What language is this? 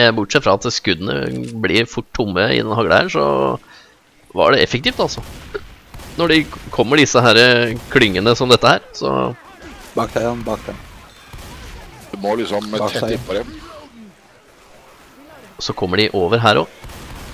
Norwegian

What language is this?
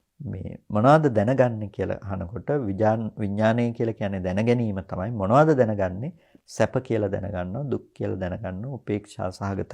Sinhala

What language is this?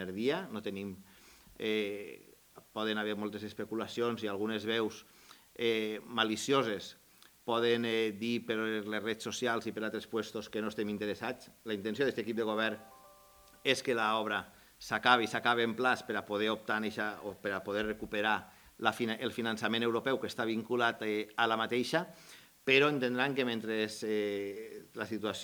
Catalan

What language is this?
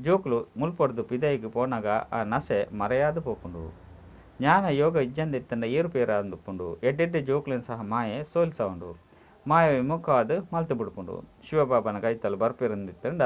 Tulu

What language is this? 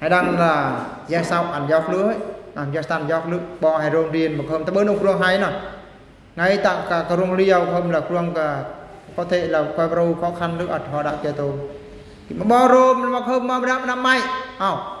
Eastern Bru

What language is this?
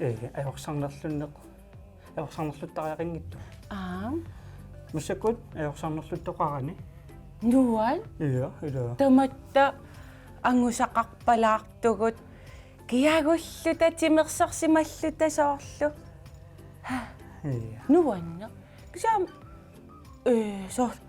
Kalaallisut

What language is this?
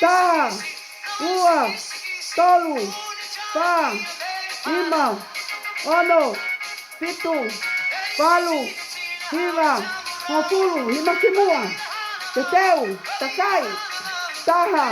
Tongan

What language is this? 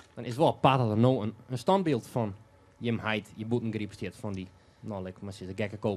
Western Frisian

